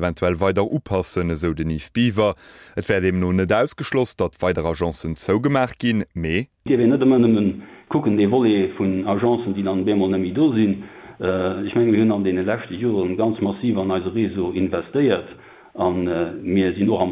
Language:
Luxembourgish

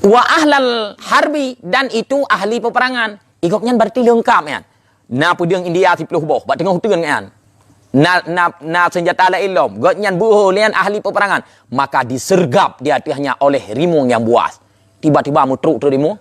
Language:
Achinese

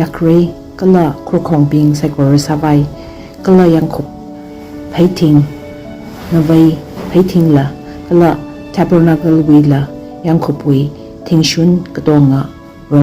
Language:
Tangkhul Naga (India)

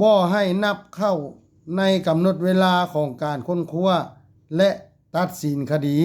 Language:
Lao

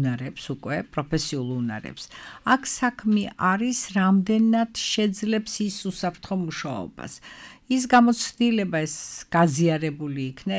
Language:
Georgian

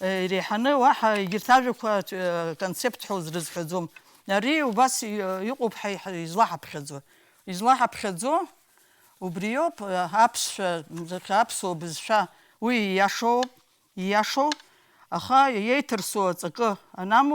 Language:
Abkhazian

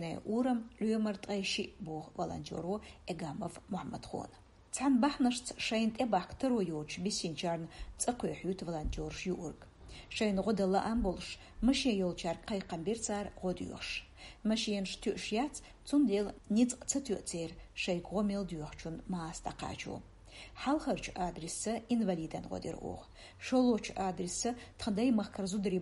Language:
Chechen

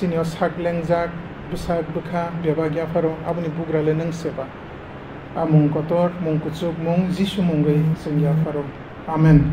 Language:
Kok Borok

